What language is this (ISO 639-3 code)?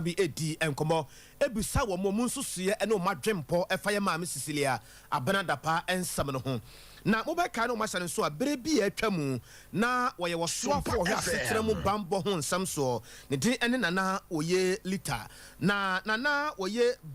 aka